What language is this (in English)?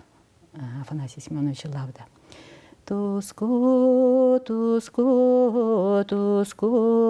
Yakut